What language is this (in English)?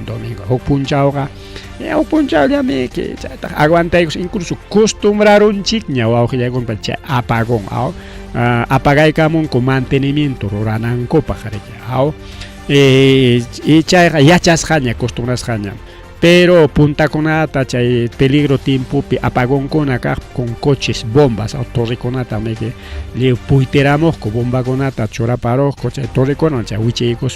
Ayacucho Quechua